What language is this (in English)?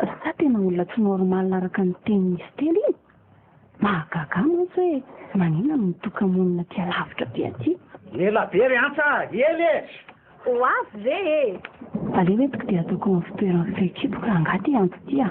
Malagasy